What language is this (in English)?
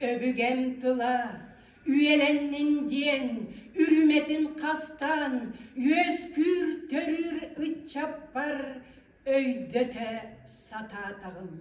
Yakut